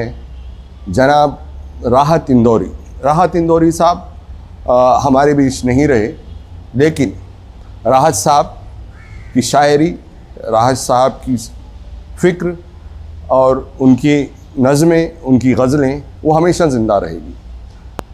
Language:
Urdu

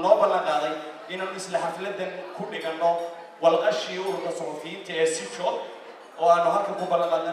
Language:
Somali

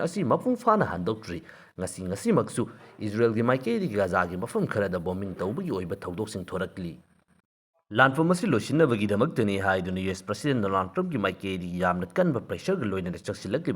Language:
Manipuri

